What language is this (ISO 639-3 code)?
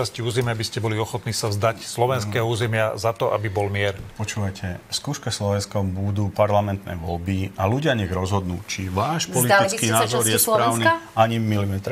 slk